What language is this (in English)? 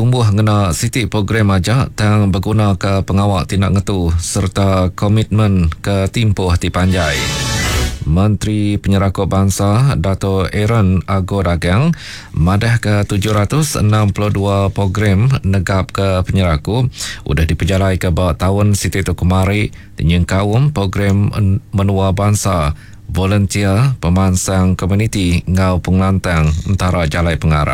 Iban